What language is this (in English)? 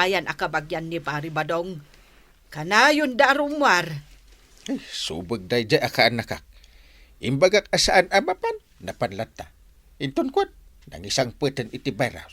Iloko